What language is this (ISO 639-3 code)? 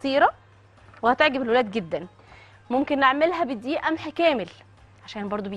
arz